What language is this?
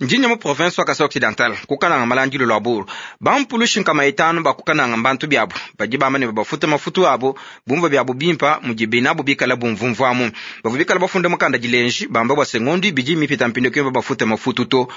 Luba-Lulua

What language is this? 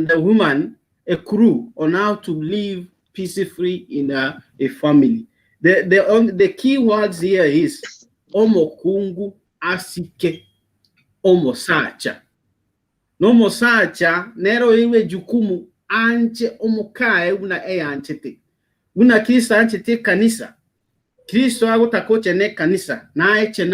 Gusii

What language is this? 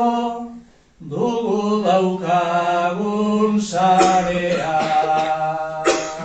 Basque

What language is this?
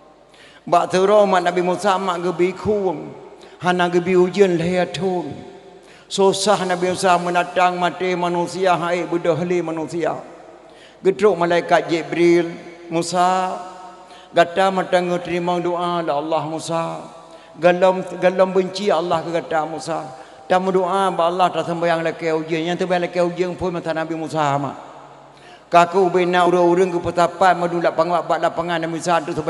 Achinese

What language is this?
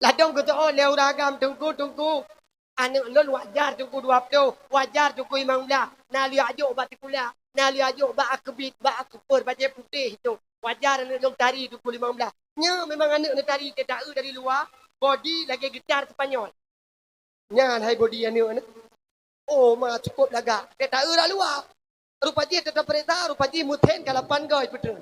Achinese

